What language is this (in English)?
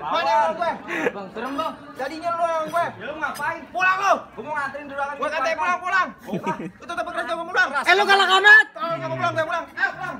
Betawi